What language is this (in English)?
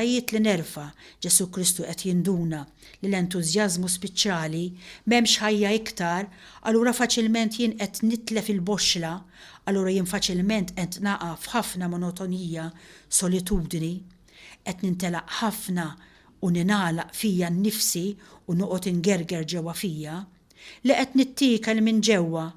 Maltese